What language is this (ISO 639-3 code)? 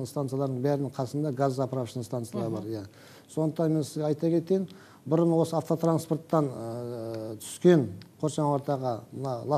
kaz